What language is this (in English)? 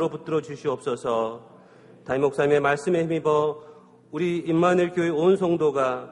Korean